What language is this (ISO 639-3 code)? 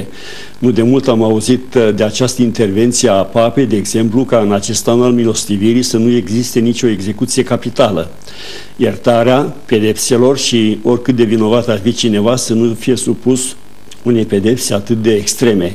ron